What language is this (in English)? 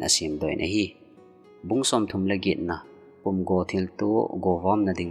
Thado Chin